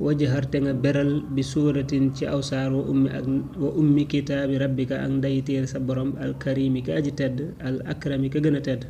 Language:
Wolof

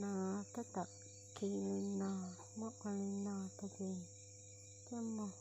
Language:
Hmong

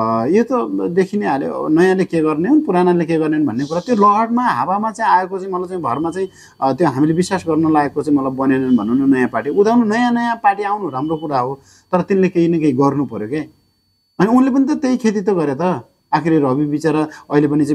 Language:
Nepali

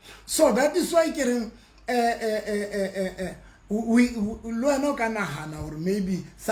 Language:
Southern Sotho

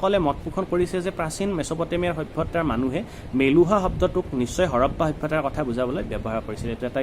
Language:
Assamese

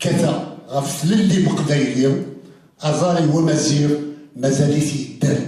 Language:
Kabyle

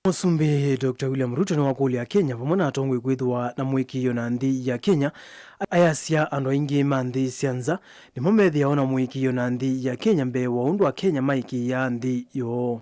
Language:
Kamba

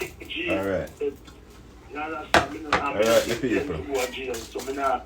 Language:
Jamaican Creole English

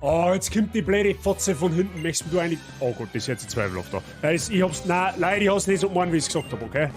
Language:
Bavarian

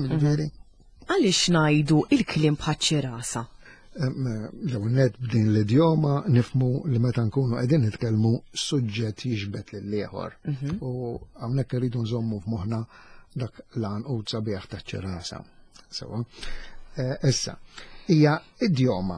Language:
Maltese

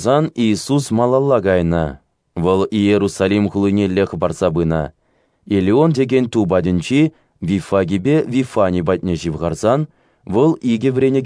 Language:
Chuvash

